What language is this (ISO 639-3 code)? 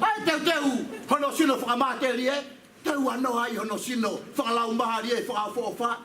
ton